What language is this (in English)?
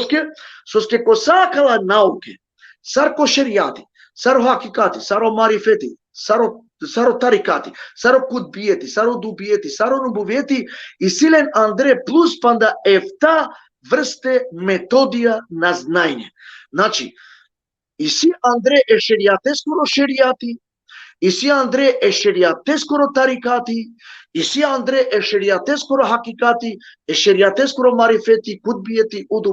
Balkan Romani